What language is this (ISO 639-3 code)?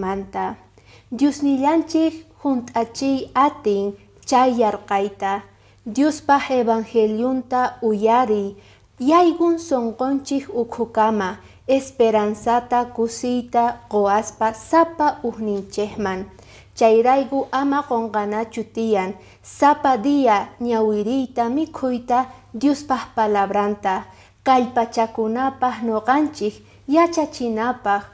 que